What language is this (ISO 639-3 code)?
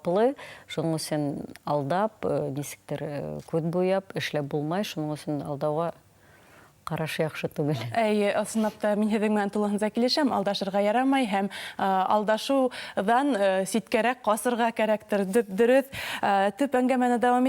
bak